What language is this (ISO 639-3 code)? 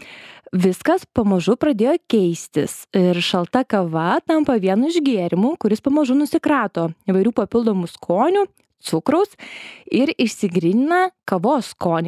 lit